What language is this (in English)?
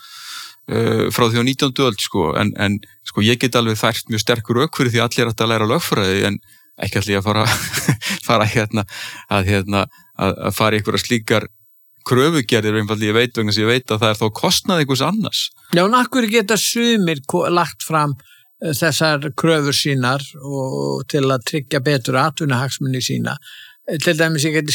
Icelandic